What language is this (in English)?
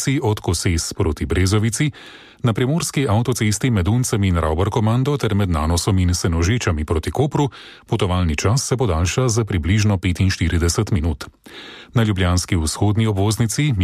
Slovenian